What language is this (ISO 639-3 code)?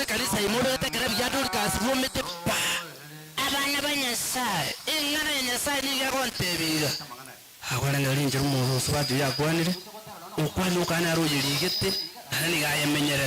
guz